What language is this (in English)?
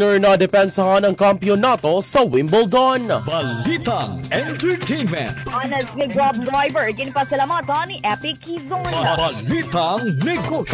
Hiligaynon